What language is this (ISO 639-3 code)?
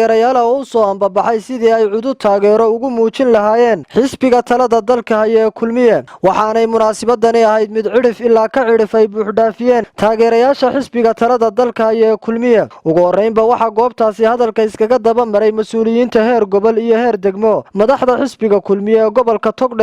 som